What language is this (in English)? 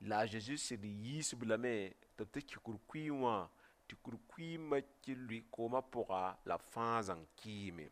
Mossi